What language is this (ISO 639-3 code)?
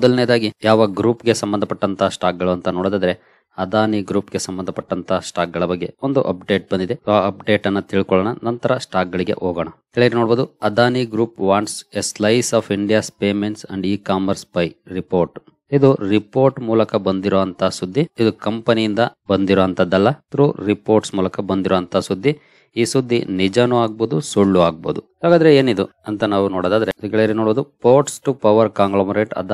kan